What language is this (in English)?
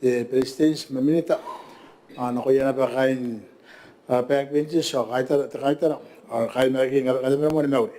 Gilbertese